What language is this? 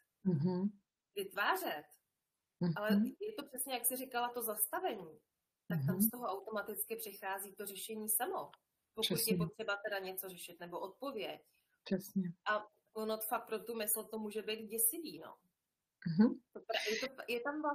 Czech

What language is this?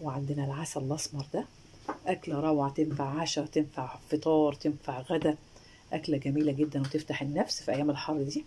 Egyptian Arabic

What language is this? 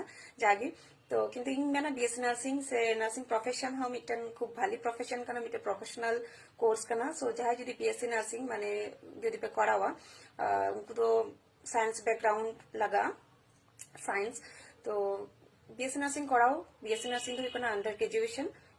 Santali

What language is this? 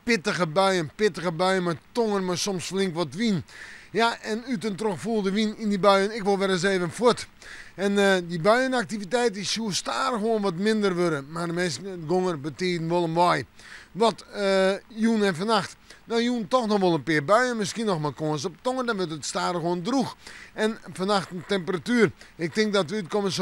Western Frisian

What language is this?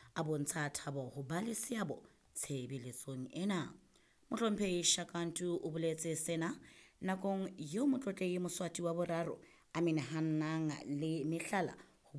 Southern Sotho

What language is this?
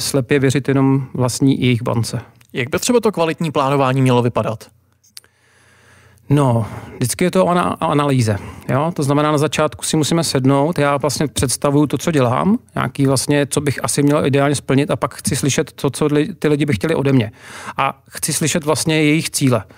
Czech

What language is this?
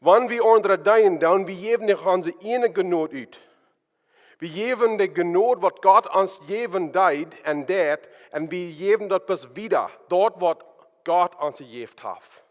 Plautdietsch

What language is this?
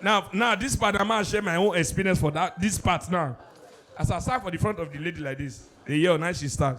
Nigerian Pidgin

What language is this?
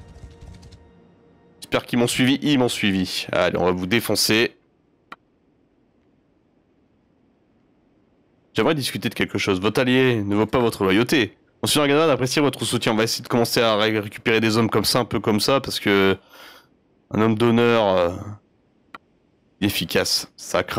French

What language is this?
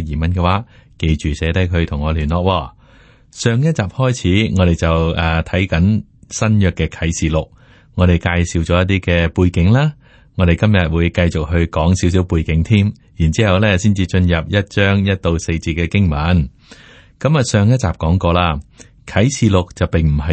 Cantonese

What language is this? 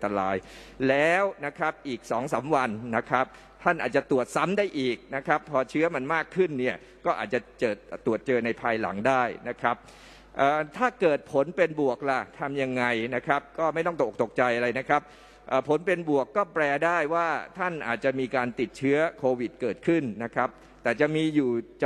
Thai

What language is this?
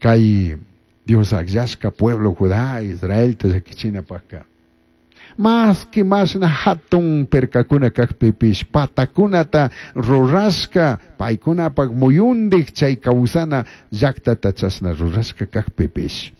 Chimborazo Highland Quichua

